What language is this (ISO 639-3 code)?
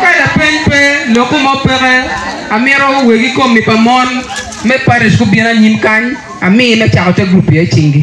ach